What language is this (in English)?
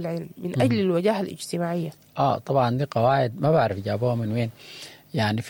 Sudanese Arabic